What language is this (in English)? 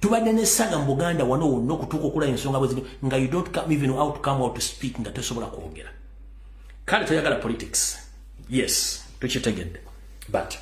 Ganda